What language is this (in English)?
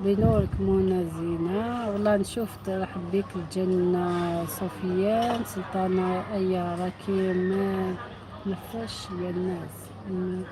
Algerian Arabic